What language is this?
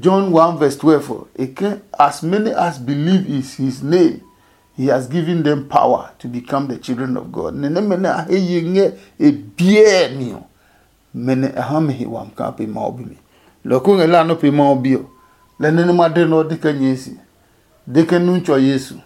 Adangme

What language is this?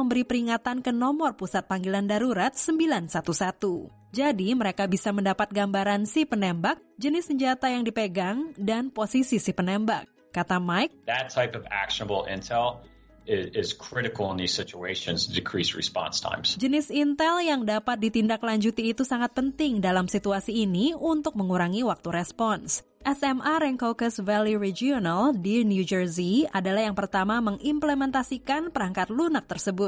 Indonesian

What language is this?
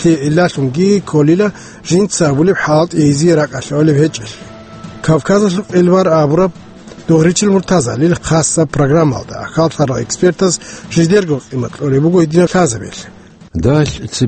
Avaric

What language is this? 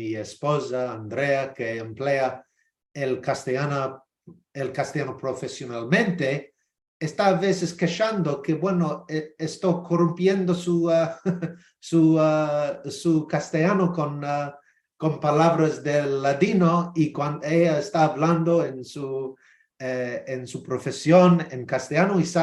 Ladino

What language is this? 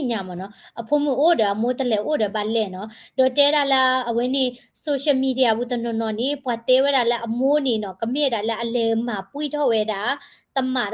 S'gaw Karen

